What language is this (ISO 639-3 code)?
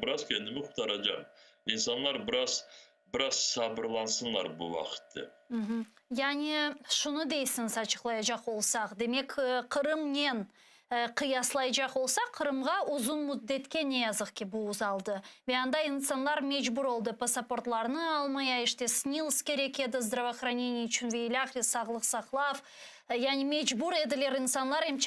crh